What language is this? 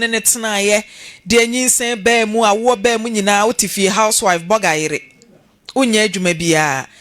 Akan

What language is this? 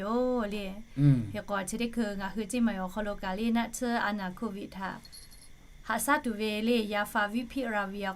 Lahu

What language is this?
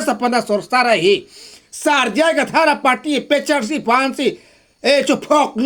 Karbi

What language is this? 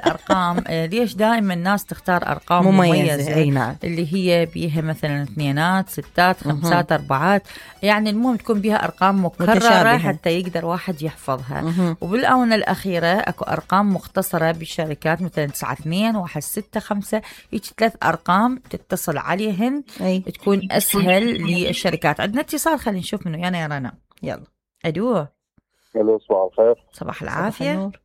Mesopotamian Arabic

